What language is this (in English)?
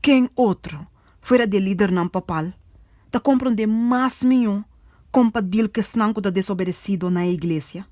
Papiamento